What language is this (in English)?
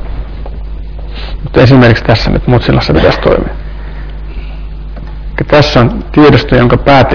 Finnish